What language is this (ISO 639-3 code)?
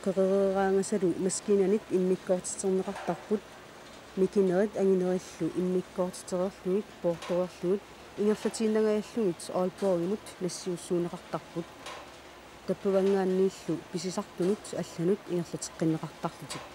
kal